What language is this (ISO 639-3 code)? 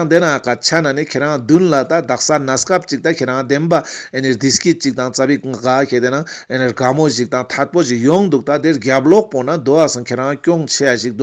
lbj